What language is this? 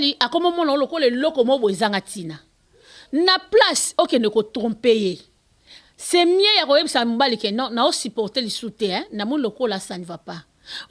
Lingala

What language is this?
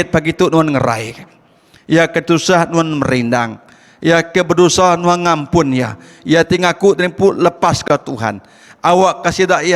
Iban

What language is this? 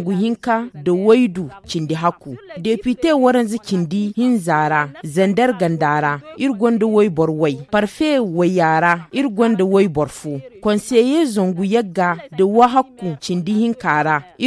Zarma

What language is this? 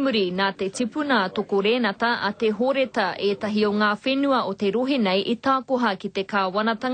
Māori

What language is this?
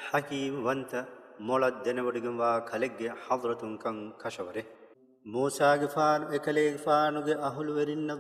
Divehi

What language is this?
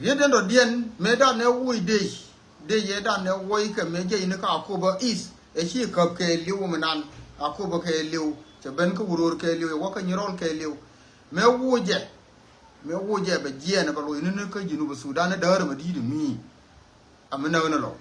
Nuer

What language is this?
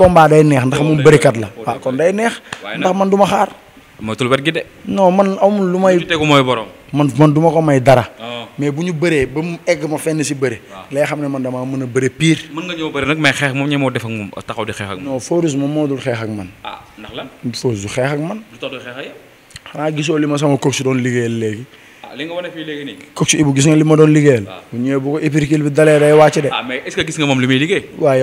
Wolof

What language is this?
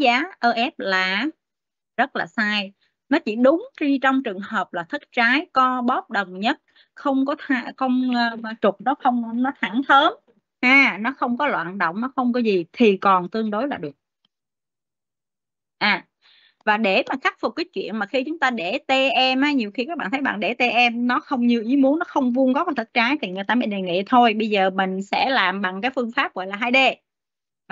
Vietnamese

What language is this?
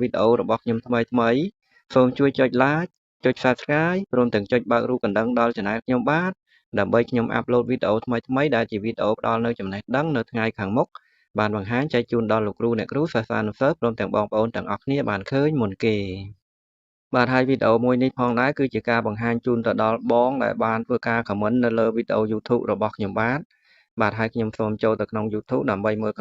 Khmer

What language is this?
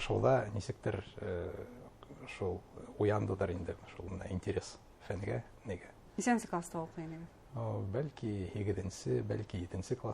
Bashkir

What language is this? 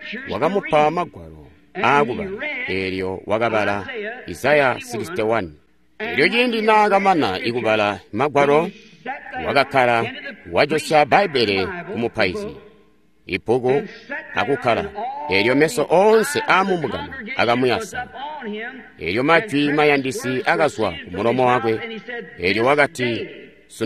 Tonga (Zambia)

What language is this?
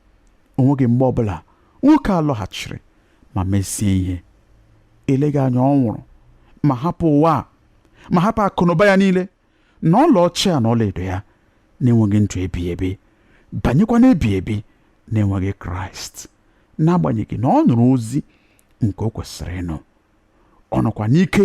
Igbo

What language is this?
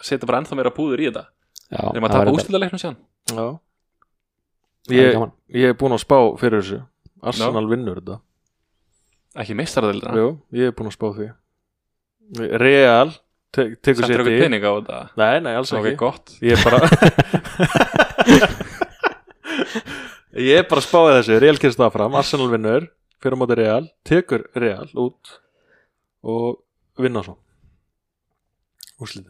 Icelandic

